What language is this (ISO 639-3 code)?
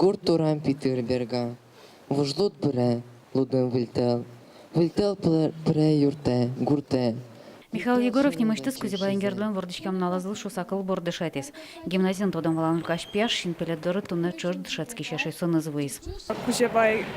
udm